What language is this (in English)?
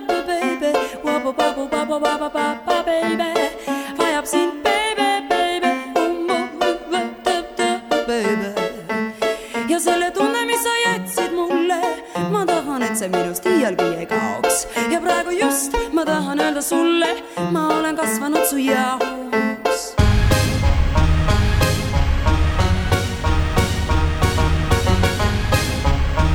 Estonian